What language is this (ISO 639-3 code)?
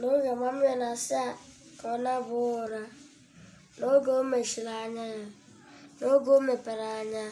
ibo